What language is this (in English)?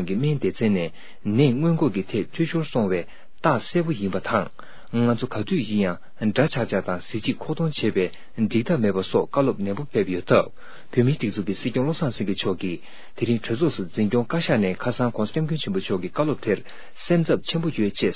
Tibetan